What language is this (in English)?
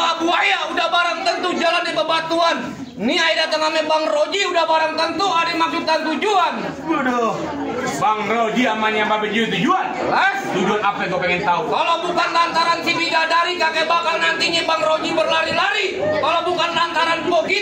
Betawi